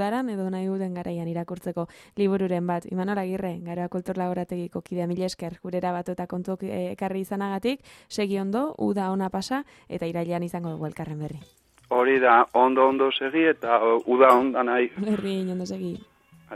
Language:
Basque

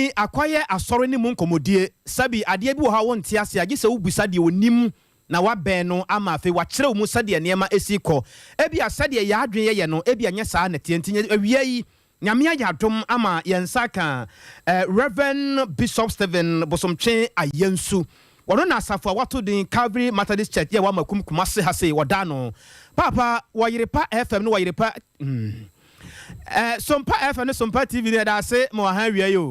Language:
Akan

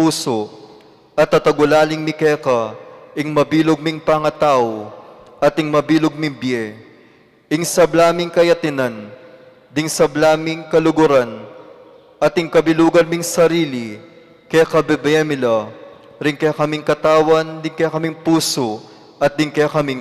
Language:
Pampanga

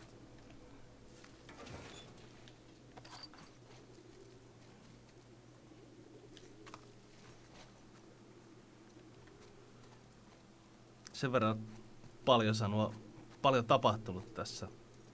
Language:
Finnish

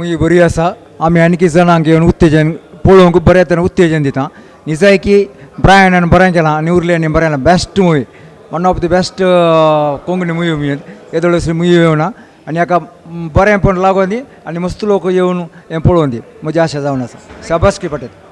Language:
Konkani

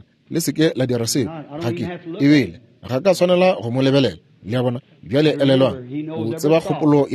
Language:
Northern Sotho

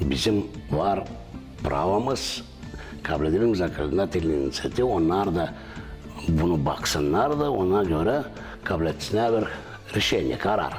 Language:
Gagauz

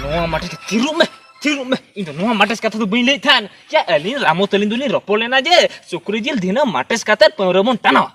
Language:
Santali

